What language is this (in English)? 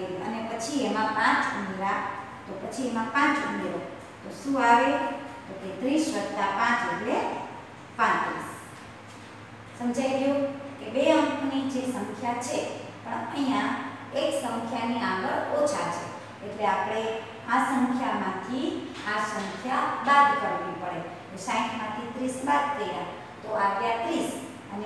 Gujarati